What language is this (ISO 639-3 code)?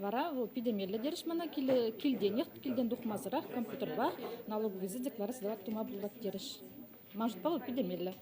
chv